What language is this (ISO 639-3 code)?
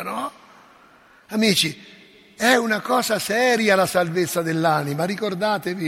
ita